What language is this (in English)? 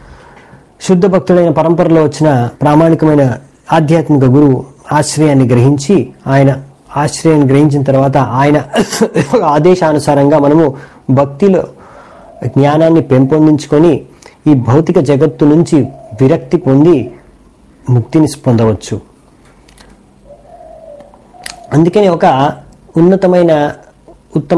Telugu